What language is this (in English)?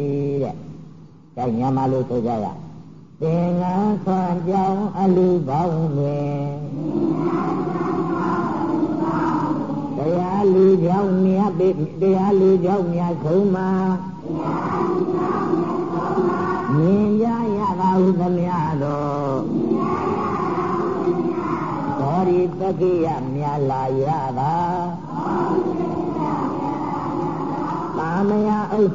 Burmese